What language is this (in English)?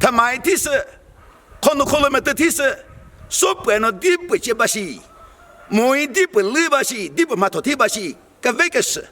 Chokri Naga